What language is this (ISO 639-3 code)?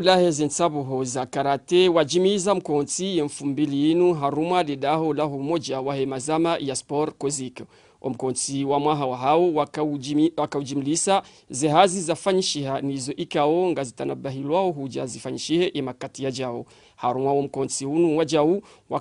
zdj